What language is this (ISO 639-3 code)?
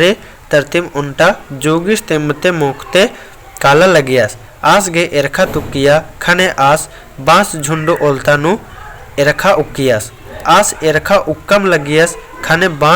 kru